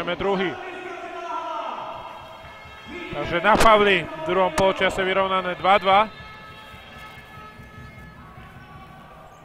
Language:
Slovak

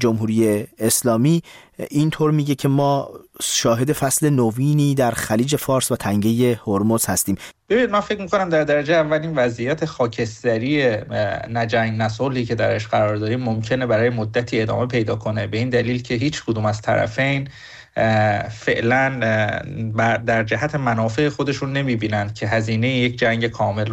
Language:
Persian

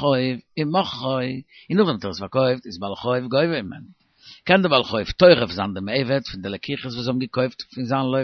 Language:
Yiddish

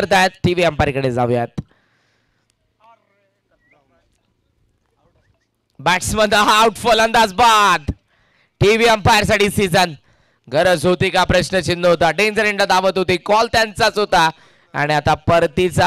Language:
Marathi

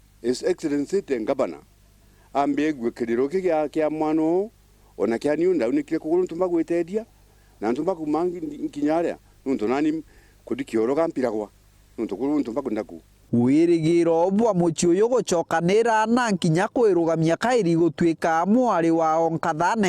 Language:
Meru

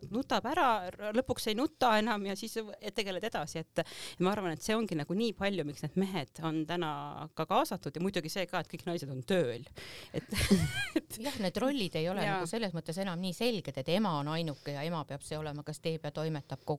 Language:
Estonian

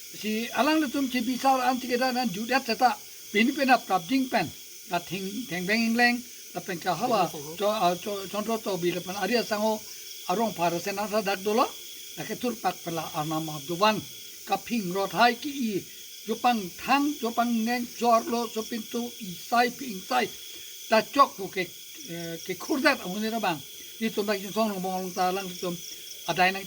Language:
Karbi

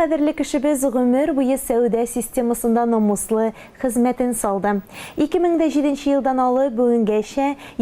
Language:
Tatar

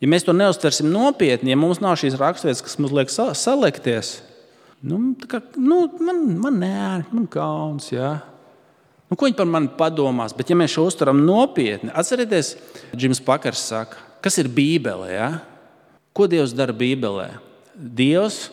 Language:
Latvian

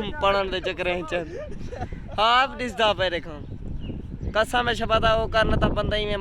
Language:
Saraiki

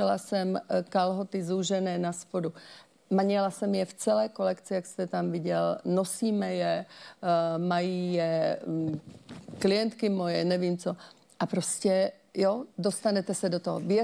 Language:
Czech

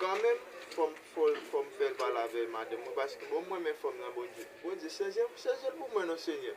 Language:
Haitian Creole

